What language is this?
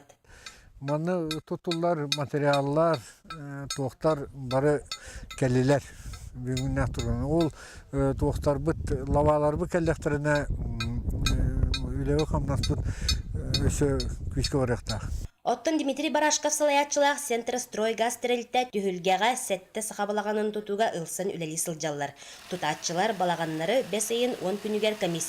Yakut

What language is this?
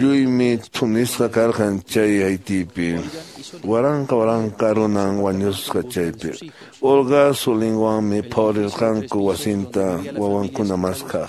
Quechua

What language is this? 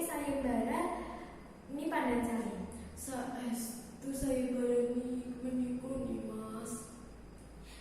Javanese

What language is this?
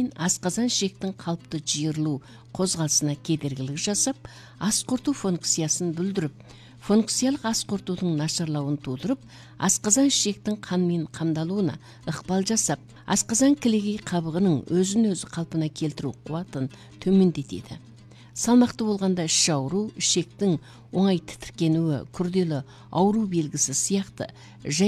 Kazakh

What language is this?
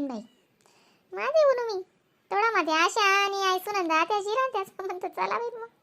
Khandesi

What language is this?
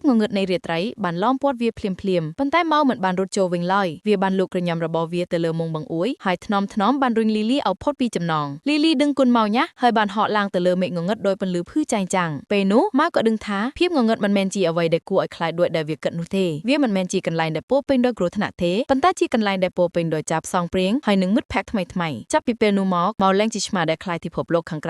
Khmer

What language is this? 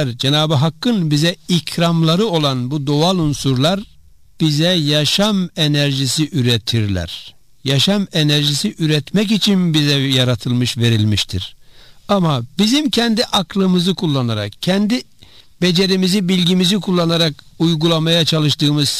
Turkish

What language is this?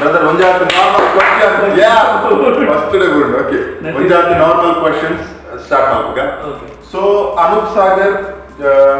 Tulu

